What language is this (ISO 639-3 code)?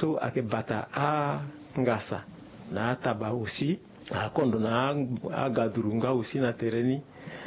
sag